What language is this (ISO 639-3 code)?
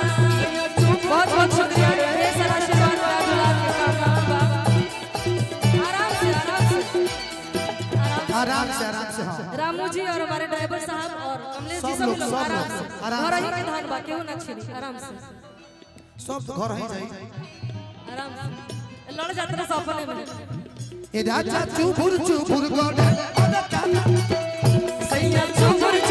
bho